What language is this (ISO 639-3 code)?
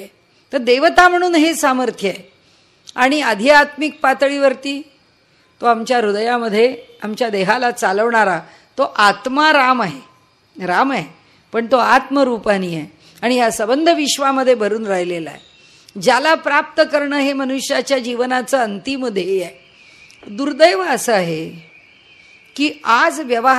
mar